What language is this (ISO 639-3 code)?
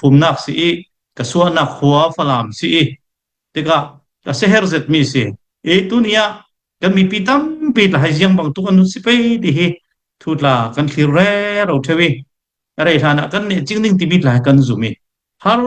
cfm